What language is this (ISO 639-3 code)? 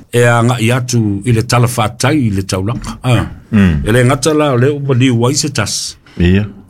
smo